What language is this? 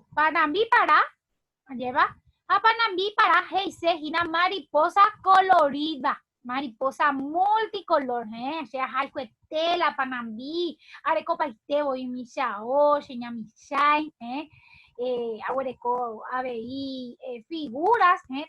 Guarani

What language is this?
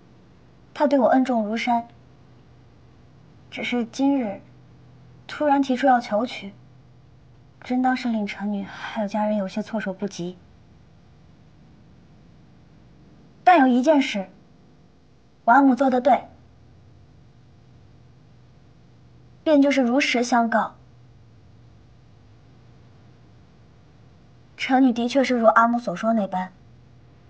Chinese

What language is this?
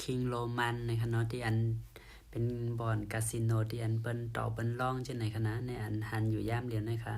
Shan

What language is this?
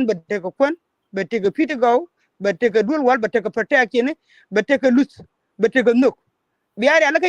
Nuer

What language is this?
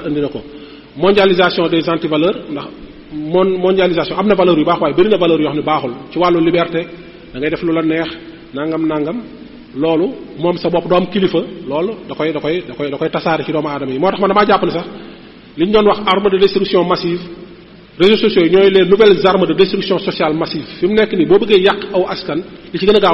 Wolof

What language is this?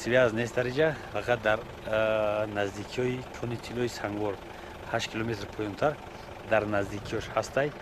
Tajik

